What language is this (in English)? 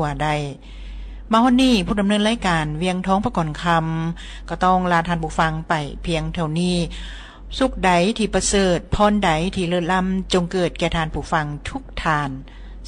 Lao